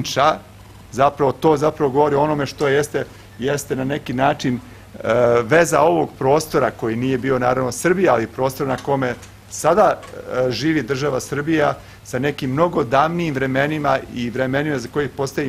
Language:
Serbian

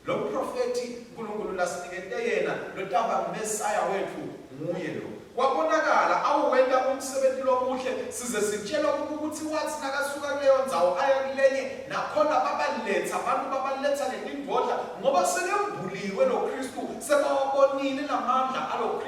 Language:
Swati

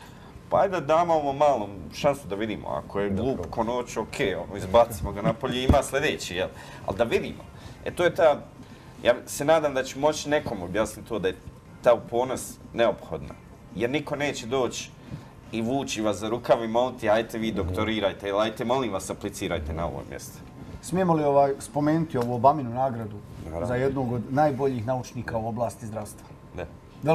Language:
Bosnian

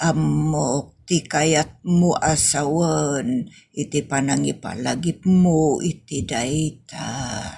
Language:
Iloko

